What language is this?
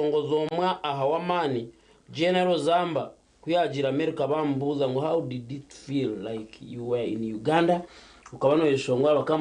Nyankole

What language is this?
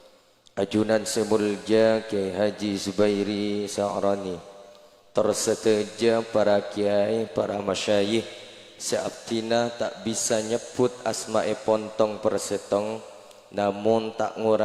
Madurese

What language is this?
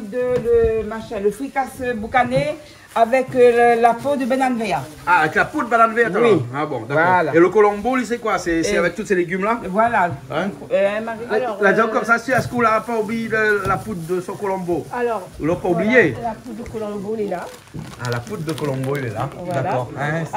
Réunion Creole French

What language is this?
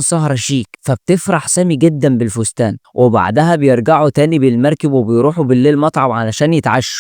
Egyptian Arabic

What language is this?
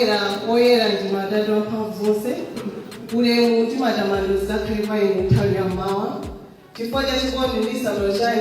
Nyanja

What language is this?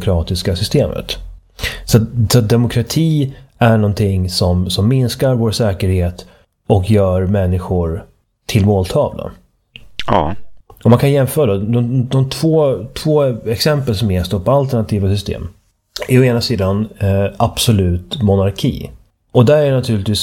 Swedish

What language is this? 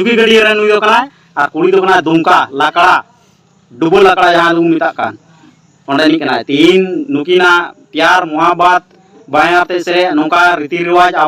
Santali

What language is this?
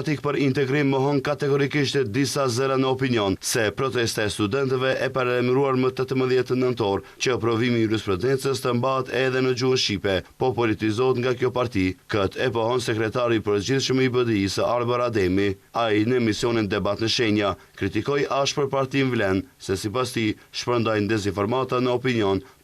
Albanian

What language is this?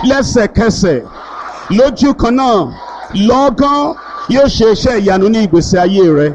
Yoruba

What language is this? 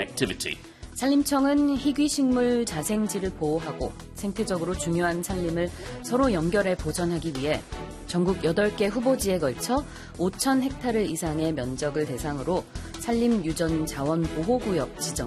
Korean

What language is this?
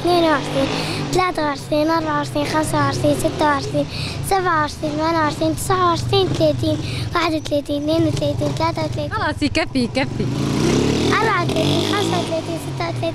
North Levantine Arabic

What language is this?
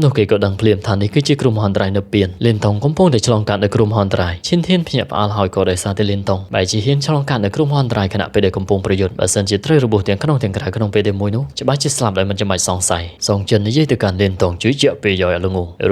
Khmer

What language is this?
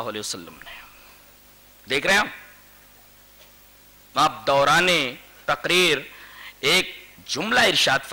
Urdu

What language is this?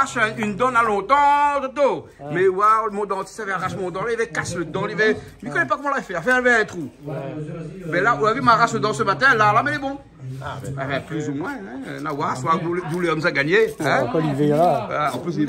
Réunion Creole French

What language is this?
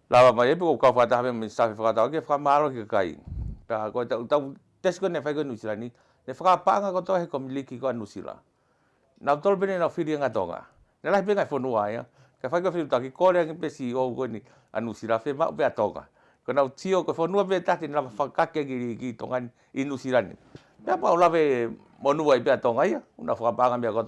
Tongan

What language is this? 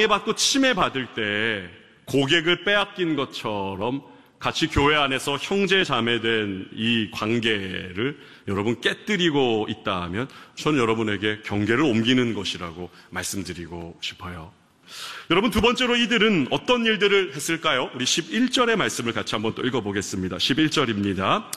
Korean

